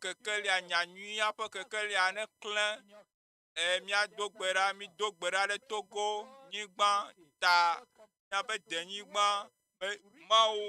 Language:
Ewe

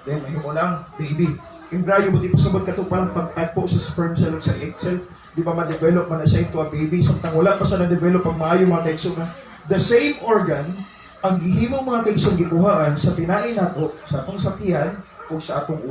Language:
Cebuano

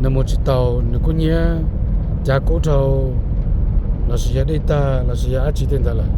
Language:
Hmong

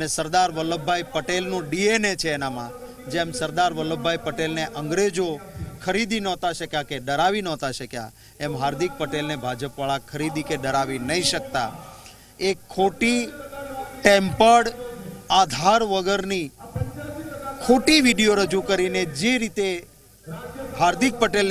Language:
Gujarati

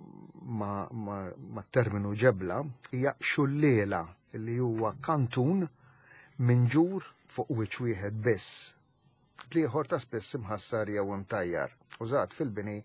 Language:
Maltese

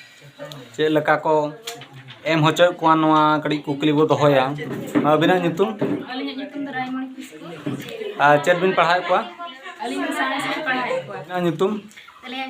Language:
Santali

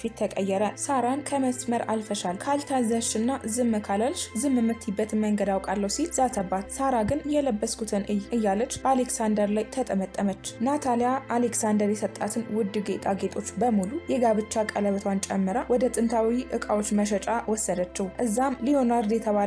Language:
Amharic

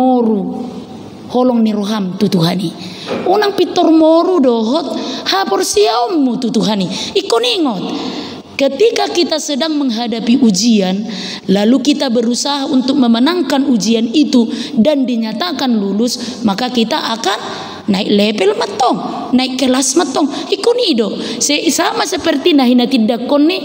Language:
Batak Toba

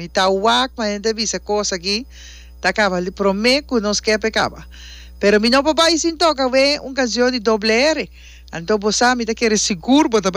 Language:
Papiamento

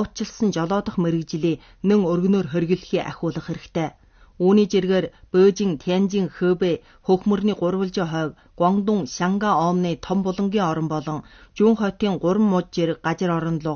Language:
Mongolian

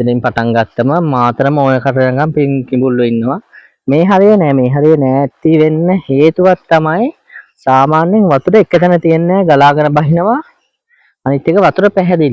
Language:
Sinhala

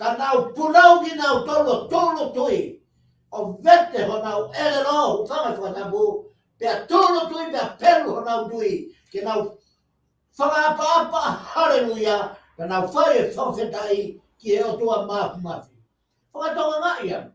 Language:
Tongan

